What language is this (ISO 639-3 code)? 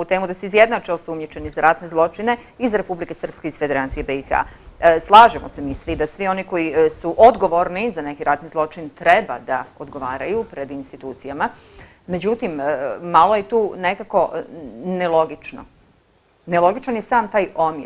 bos